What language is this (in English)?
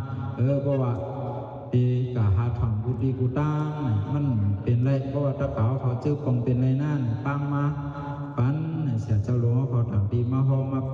Shan